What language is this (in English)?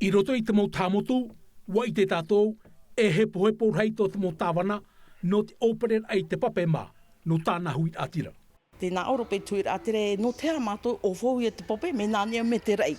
Tahitian